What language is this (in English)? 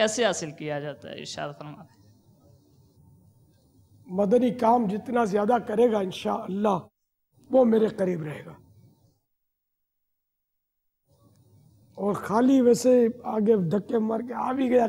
Urdu